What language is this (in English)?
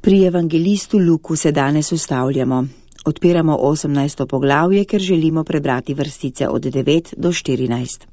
Slovenian